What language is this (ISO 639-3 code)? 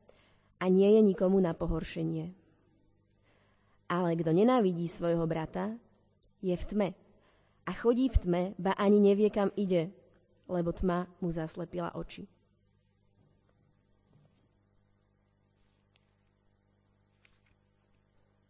slk